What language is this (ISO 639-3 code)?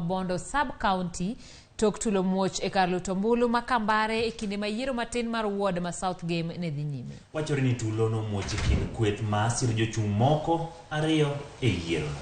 luo